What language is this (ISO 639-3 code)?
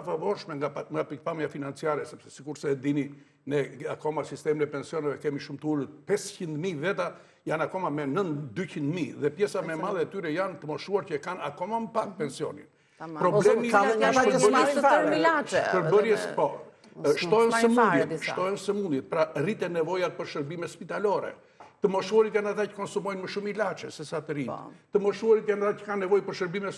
sqi